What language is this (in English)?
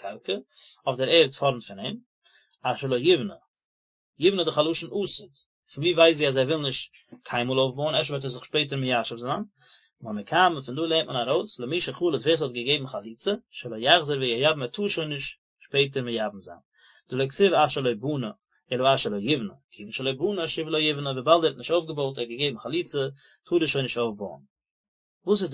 Yiddish